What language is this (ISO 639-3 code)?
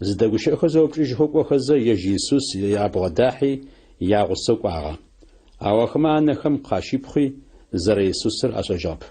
ady